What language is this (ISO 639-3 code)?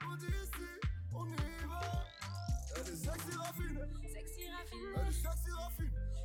fra